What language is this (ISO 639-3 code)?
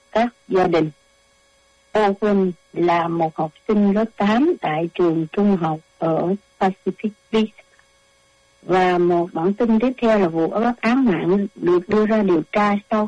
vie